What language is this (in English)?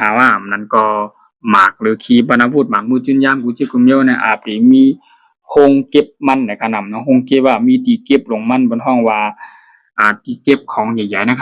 Shan